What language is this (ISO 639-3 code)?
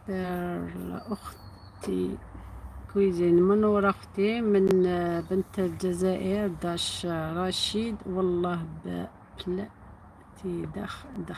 arq